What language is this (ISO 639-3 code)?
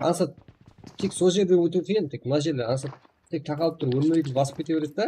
kaa